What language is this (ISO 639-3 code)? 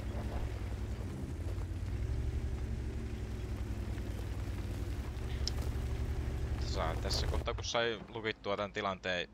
fin